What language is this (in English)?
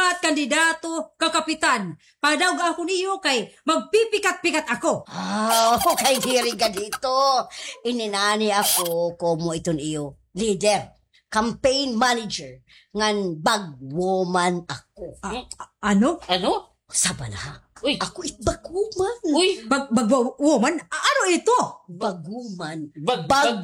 Waray